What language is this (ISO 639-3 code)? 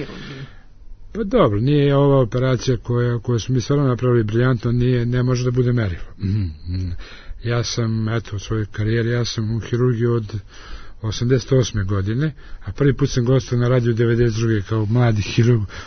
srp